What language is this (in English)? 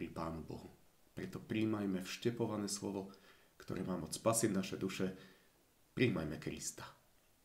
Slovak